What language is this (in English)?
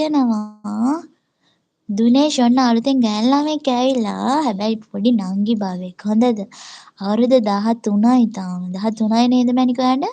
Sinhala